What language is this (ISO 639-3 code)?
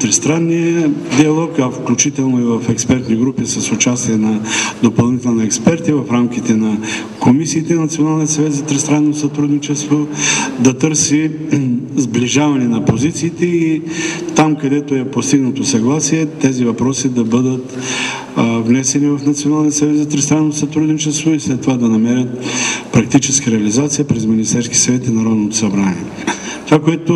bul